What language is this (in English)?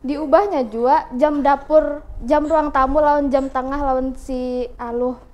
Banjar